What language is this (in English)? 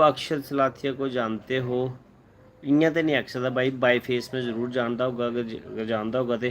Dogri